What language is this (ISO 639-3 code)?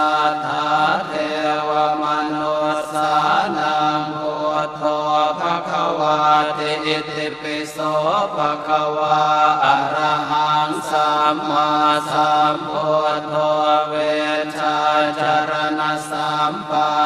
pli